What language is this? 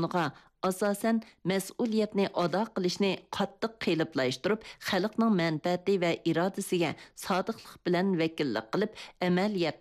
Uyghur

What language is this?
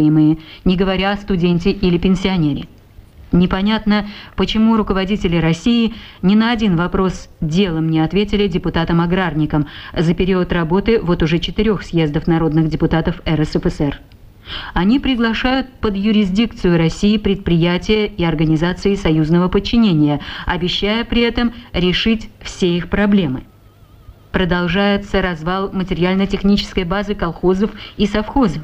Russian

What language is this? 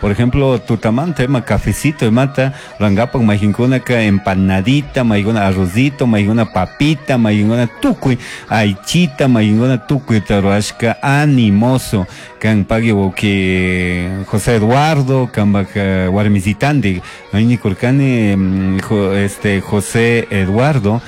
Chimborazo Highland Quichua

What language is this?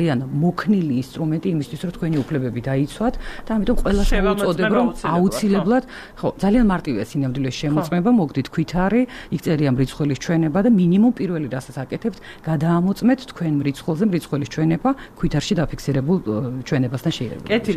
Georgian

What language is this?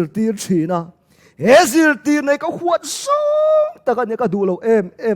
Mizo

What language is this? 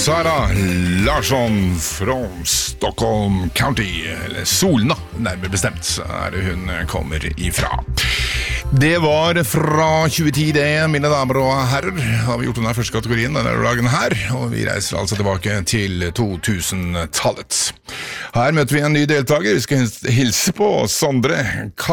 Norwegian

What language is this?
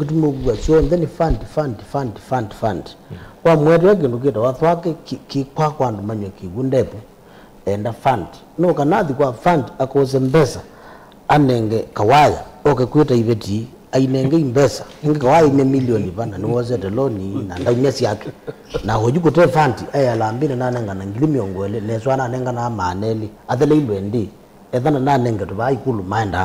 Kamba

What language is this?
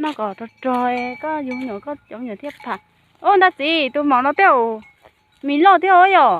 Hmong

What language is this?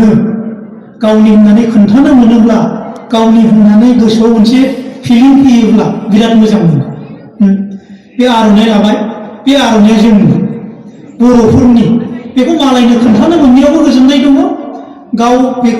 Bodo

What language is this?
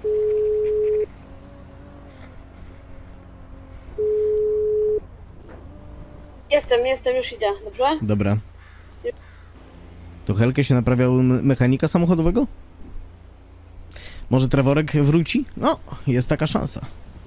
Polish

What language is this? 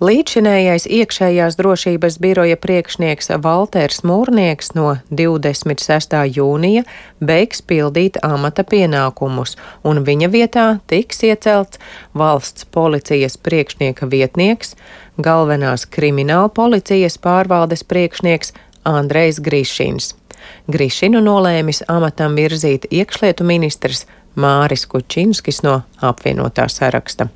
Latvian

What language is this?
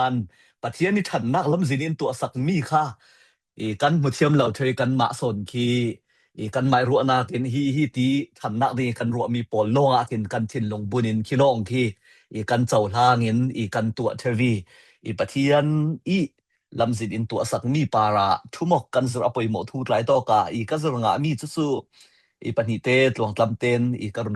Falam Chin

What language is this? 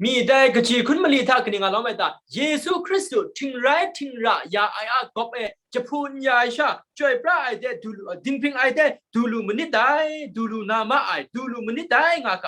Kachin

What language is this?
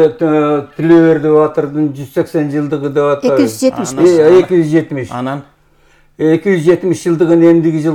Kyrgyz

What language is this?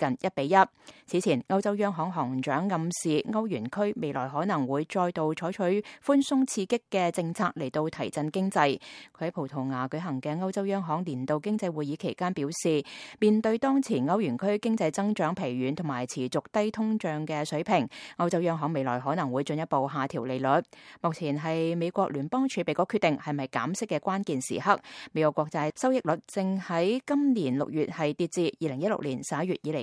Cantonese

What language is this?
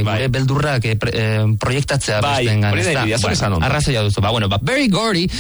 Basque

